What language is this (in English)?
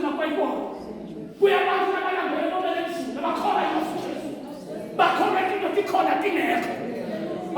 Zulu